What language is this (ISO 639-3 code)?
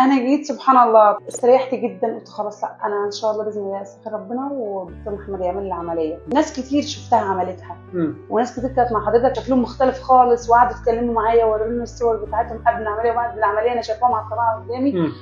arz